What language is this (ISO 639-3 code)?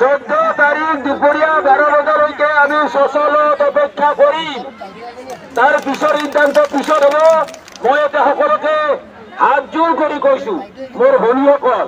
asm